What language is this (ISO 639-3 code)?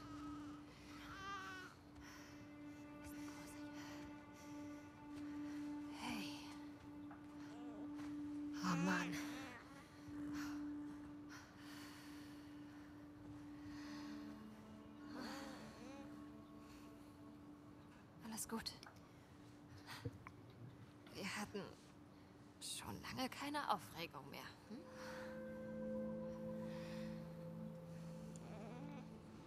deu